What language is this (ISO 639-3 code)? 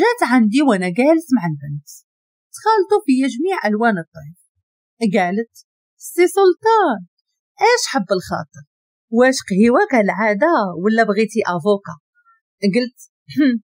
ary